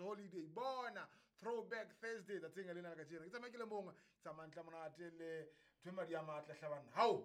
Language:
Southern Sotho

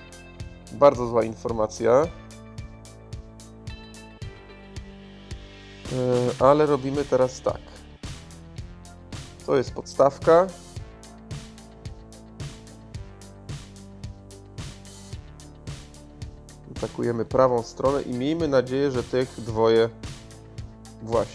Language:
Polish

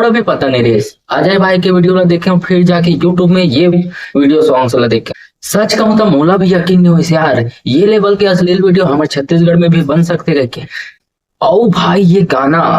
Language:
Chhattisgarhi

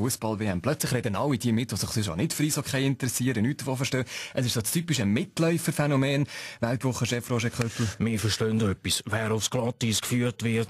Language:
Swiss German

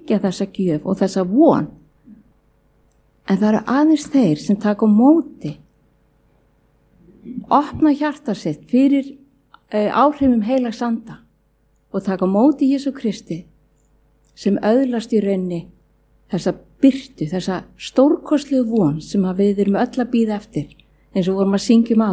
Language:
Icelandic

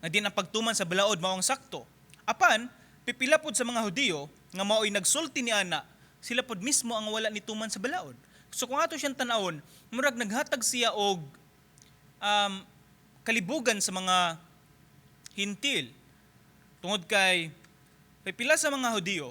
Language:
Cebuano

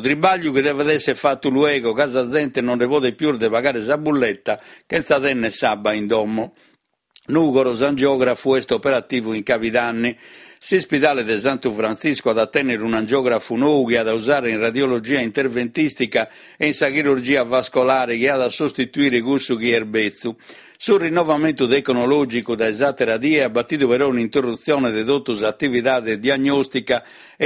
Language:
Sardinian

